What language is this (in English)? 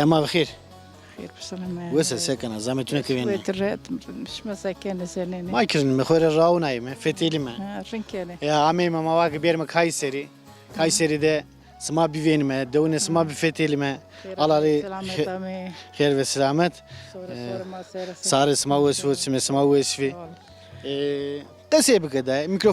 Zaza